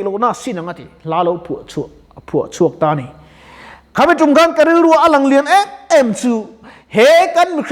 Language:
Mizo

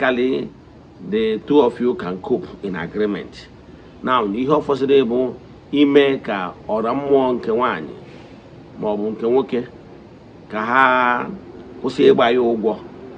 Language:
Igbo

